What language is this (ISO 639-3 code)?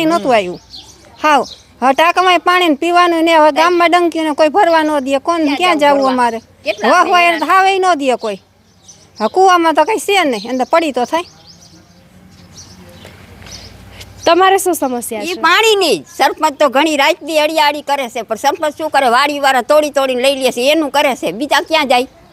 guj